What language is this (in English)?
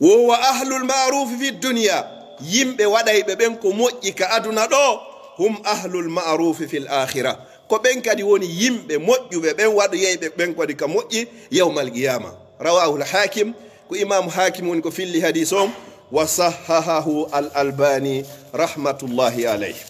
Pular